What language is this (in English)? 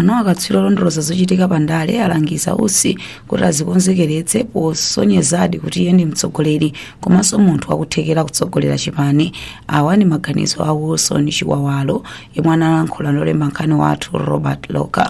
Nyanja